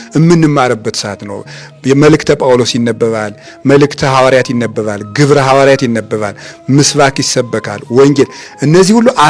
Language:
Amharic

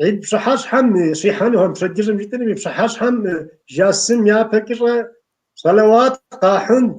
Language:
Kabardian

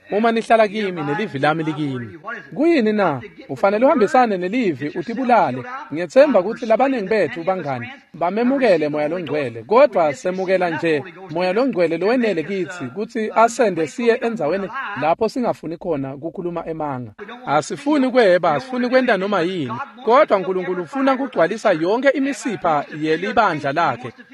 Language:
Swati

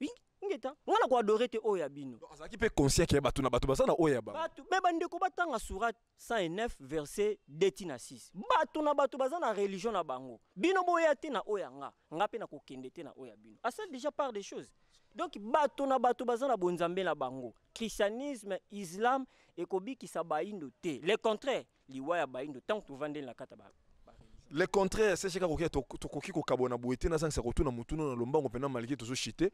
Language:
Lingala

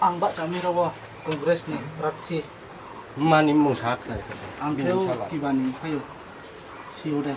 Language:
Riang (India)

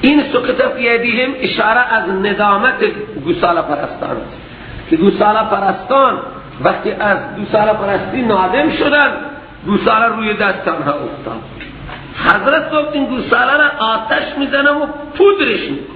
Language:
Persian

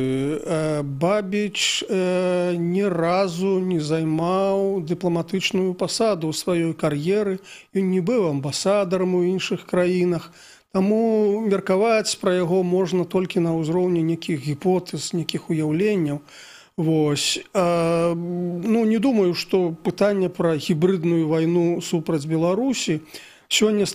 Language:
Belarusian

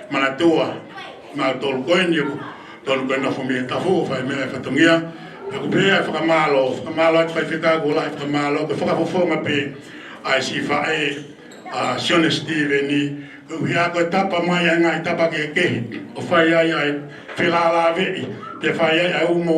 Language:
Tongan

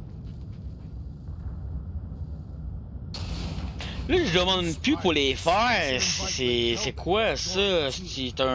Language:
French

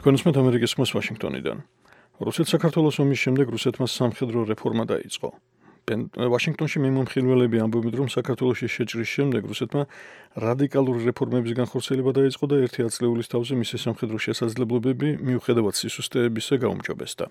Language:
Georgian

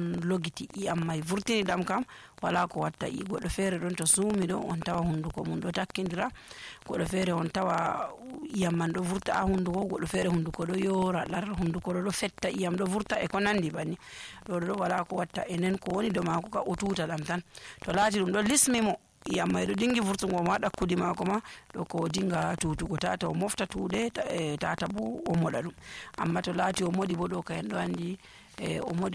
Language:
Nigerian Fulfulde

